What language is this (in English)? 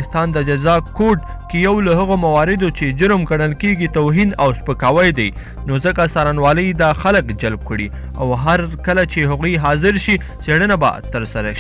Pashto